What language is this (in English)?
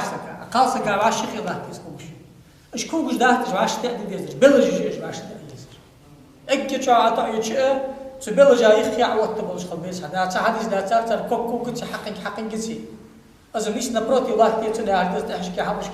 Ingush